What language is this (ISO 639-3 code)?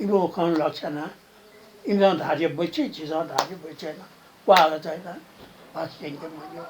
new